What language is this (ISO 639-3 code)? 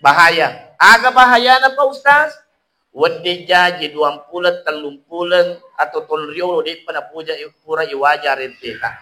bug